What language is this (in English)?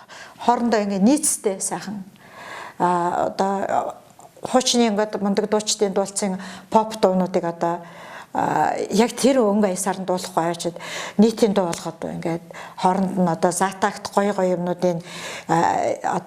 Mongolian